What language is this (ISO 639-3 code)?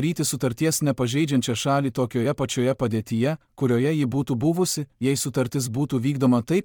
lit